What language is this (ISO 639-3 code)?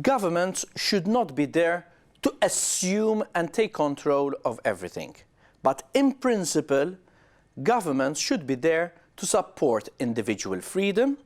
eng